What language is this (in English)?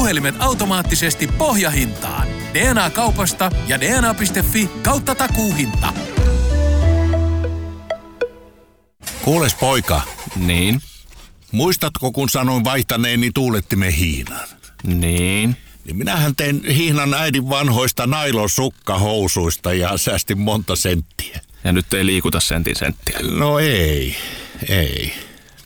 Finnish